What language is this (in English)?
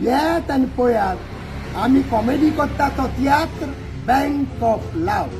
Konkani